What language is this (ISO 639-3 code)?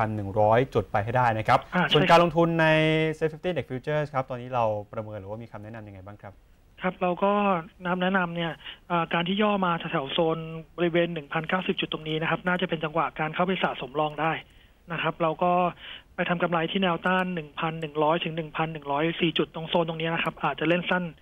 tha